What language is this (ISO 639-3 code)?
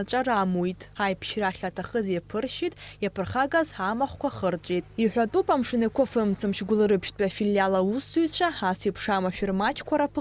abk